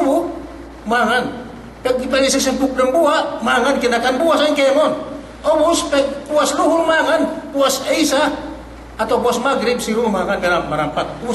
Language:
Yakan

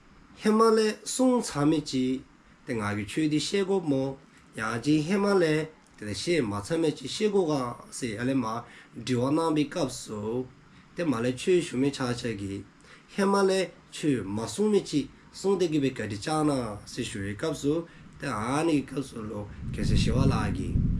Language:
Dzongkha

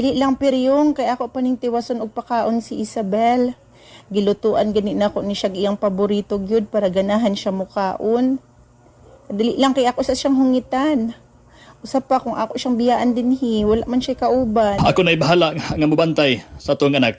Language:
Cebuano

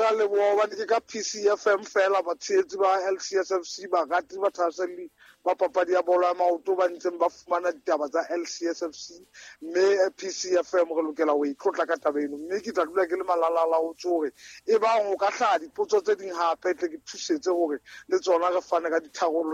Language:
Southern Sotho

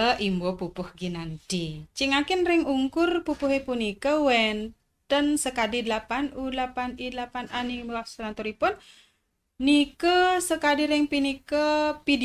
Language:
Balinese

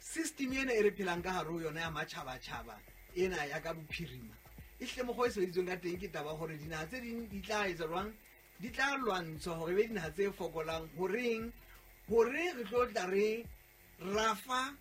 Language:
Southern Sotho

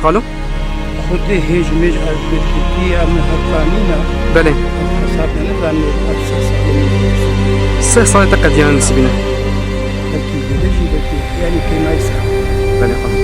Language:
Kurdish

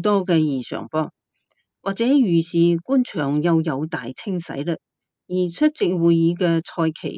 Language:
Cantonese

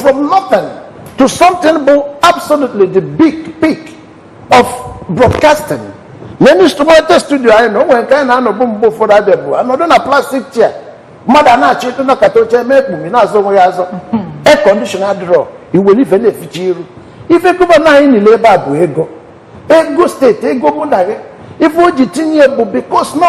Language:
Igbo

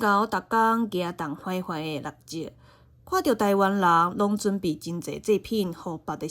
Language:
Min Nan Chinese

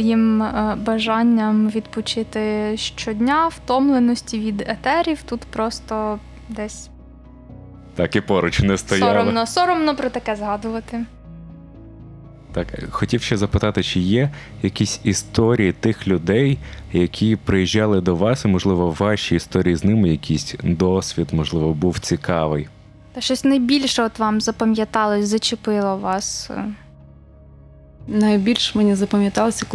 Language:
Ukrainian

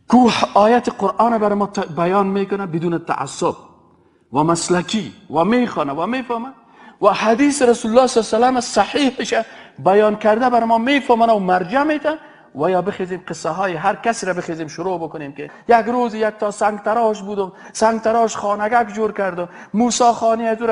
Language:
Persian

